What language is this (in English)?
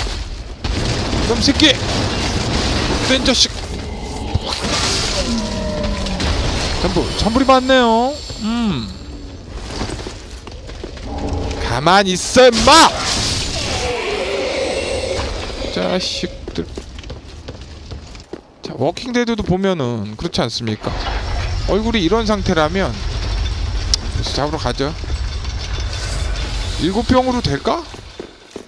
Korean